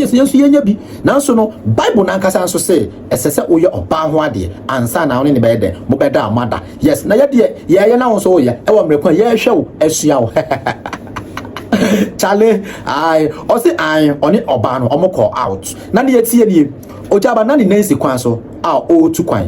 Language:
Akan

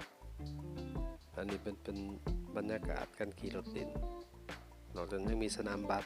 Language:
Lao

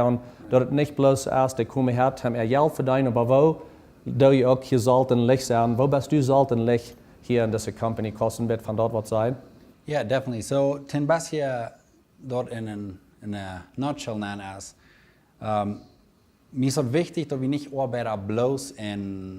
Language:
Plautdietsch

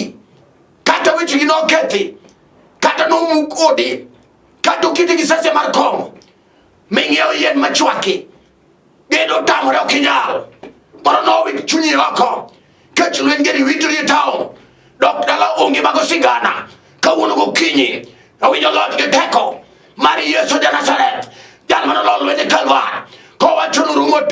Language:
Luo (Kenya and Tanzania)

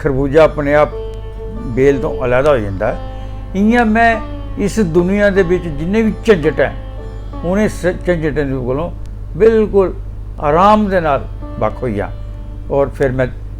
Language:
Dogri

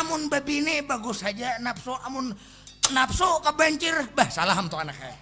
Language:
Banjar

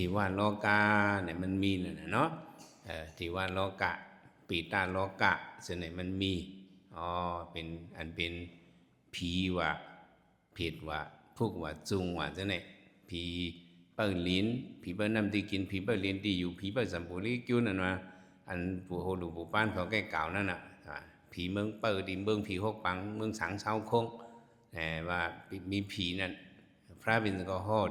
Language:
Shan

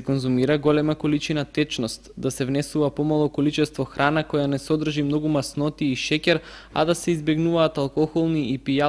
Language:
Macedonian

